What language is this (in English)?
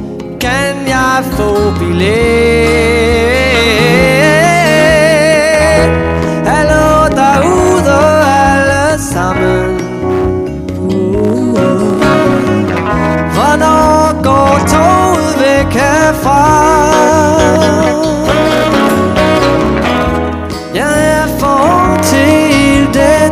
Danish